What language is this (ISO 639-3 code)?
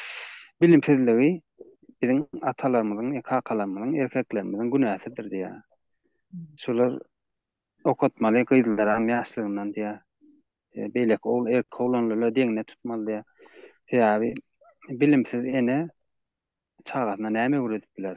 tuk